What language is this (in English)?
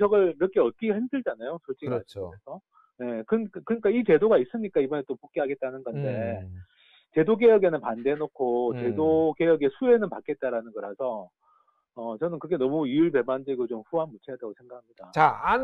Korean